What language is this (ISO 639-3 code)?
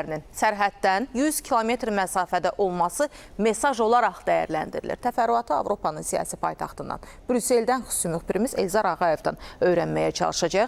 aze